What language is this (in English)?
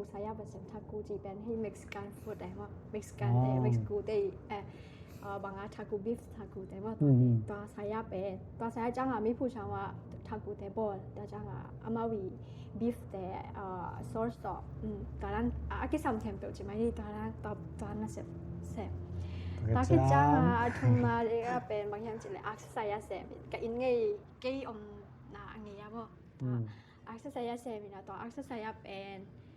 Tedim Chin